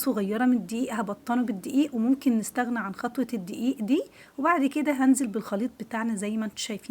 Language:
Egyptian Arabic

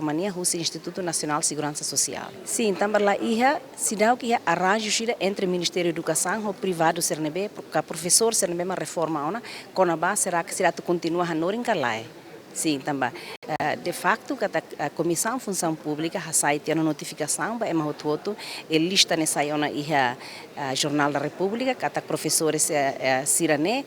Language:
Tetum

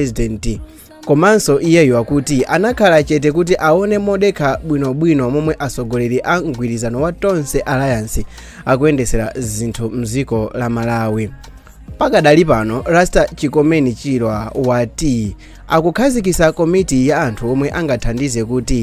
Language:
Nyanja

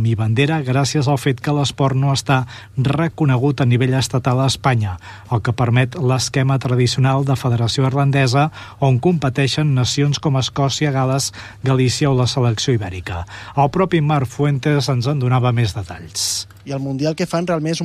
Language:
Catalan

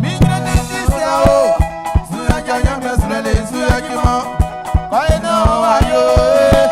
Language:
Baoulé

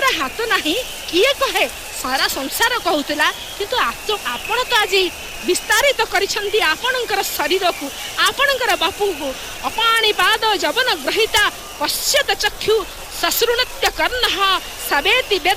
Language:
Odia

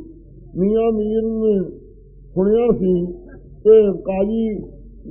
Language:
Punjabi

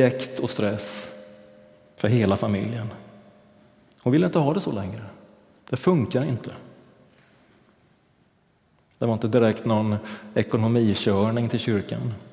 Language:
Swedish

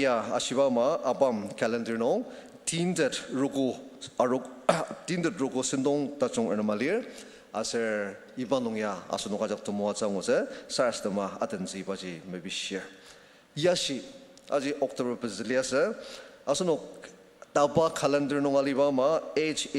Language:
Ao Naga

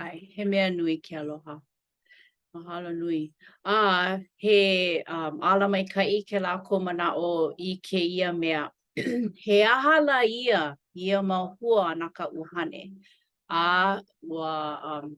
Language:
Hawaiian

